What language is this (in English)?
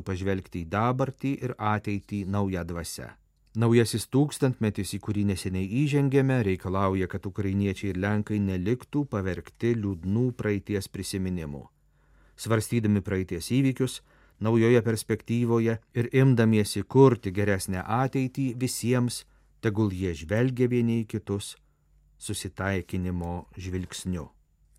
Lithuanian